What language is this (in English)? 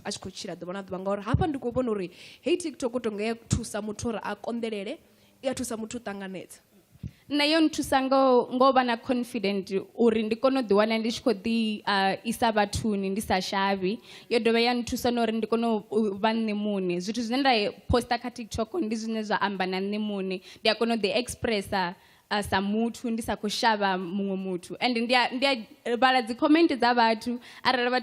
Venda